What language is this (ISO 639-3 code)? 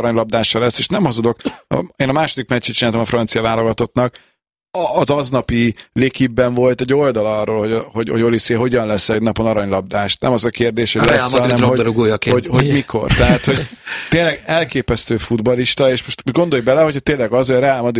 hun